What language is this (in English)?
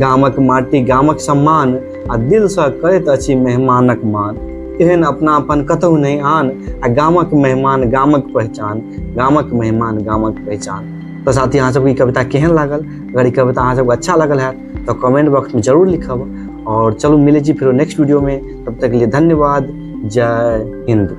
Maithili